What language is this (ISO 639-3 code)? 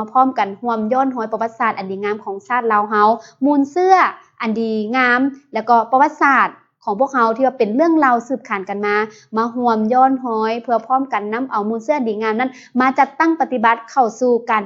lao